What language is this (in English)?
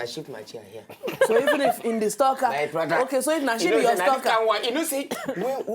Nigerian Pidgin